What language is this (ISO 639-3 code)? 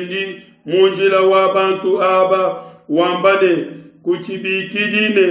lua